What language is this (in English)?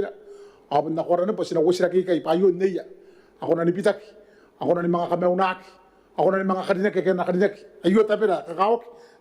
Gilbertese